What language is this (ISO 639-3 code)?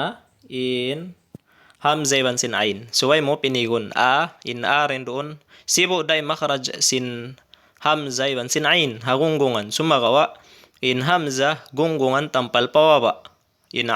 tsg